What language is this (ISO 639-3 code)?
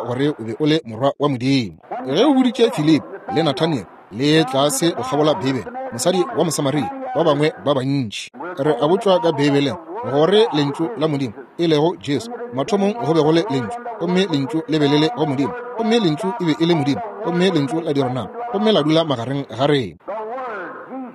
nso